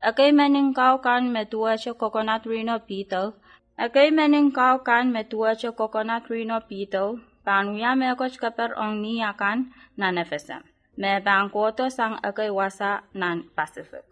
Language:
Pohnpeian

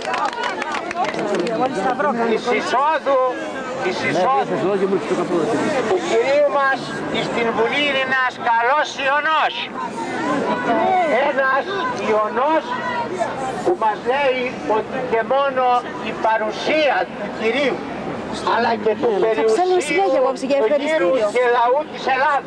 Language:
Greek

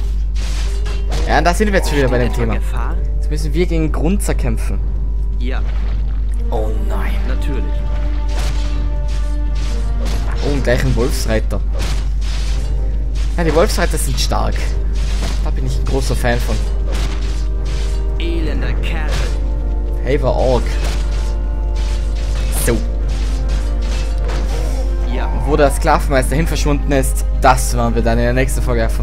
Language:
German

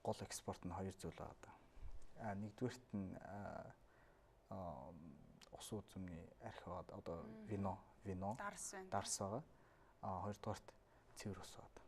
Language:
Mongolian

